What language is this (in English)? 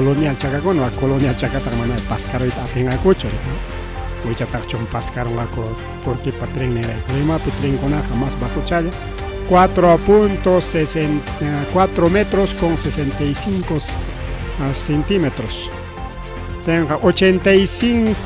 Ayacucho Quechua